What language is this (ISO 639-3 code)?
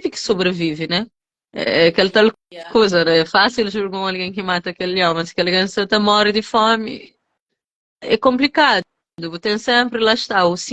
kea